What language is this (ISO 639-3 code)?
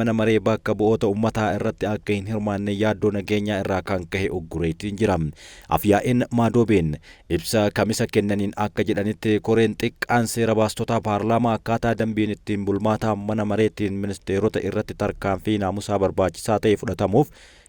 orm